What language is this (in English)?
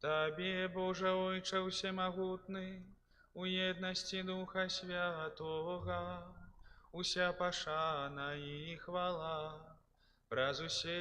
Belarusian